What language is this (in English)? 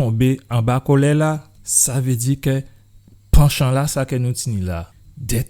Guadeloupean Creole French